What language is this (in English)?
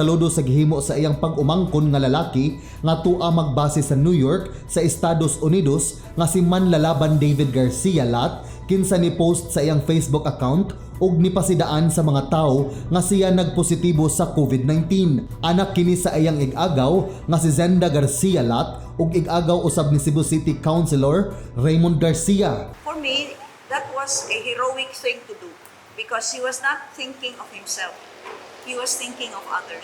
Cebuano